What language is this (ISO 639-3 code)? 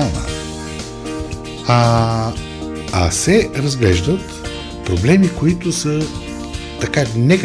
bul